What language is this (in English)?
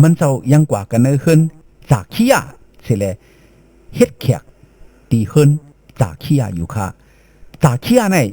Shan